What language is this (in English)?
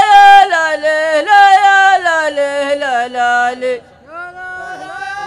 Arabic